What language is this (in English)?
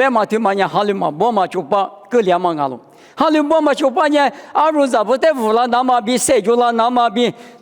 Lisu